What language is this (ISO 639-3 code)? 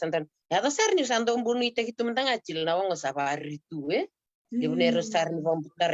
fij